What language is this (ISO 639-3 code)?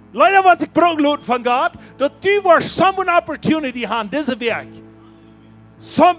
pdt